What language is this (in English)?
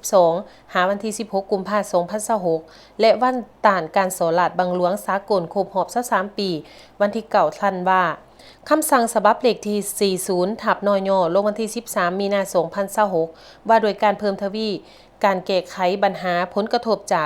Lao